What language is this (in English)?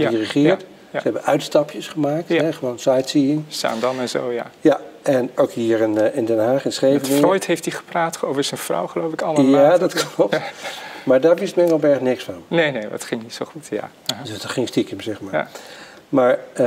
Dutch